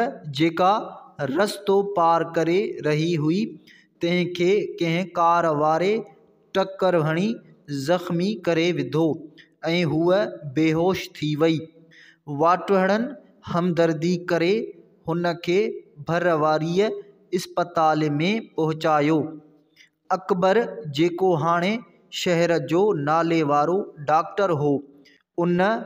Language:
Sindhi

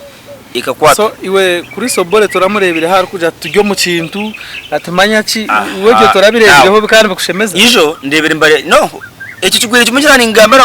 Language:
Nyankole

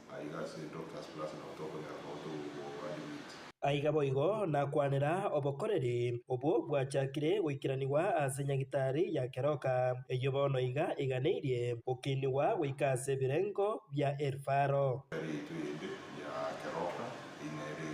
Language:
Gusii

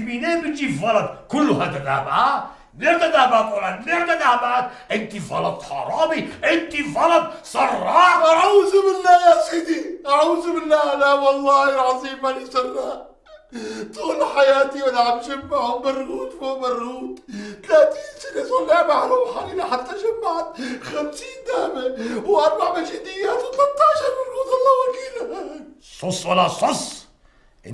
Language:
North Levantine Arabic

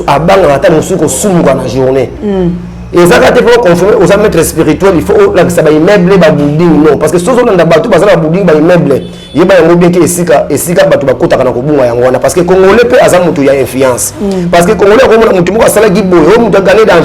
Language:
Lingala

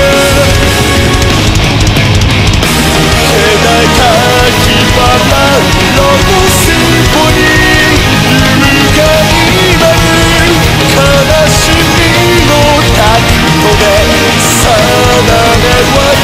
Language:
Japanese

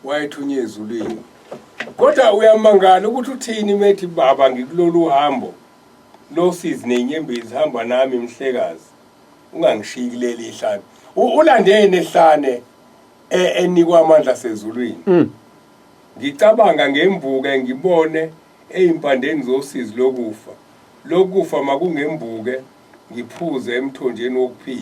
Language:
Zulu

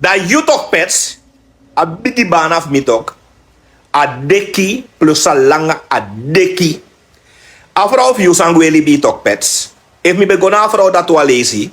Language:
Sranan Tongo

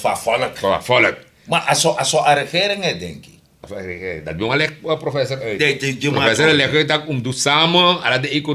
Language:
Sranan Tongo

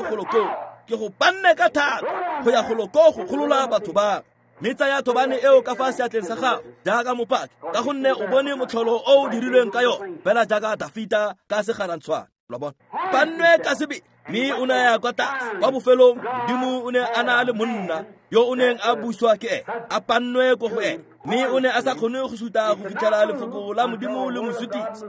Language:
Tswana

